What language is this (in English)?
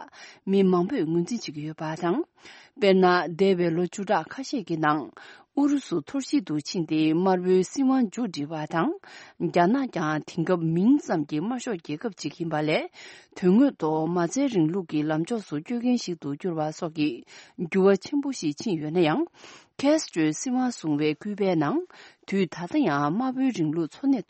Tibetan